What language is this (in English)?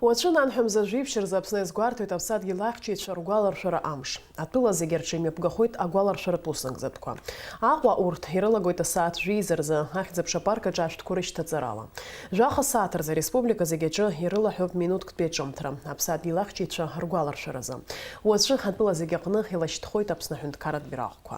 Abkhazian